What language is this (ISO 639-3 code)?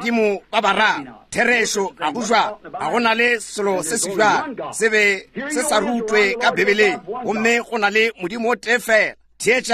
nso